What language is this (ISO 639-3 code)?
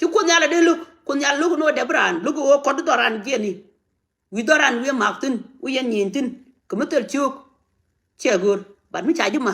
nus